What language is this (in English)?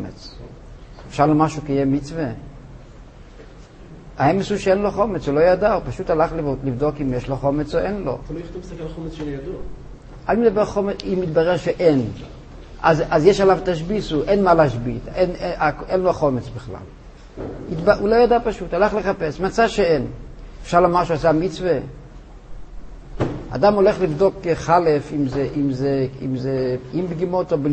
Hebrew